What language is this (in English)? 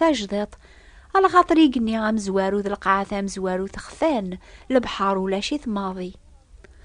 Kabyle